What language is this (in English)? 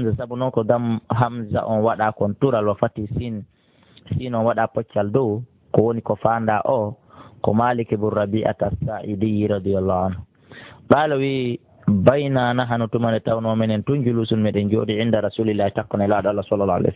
Fula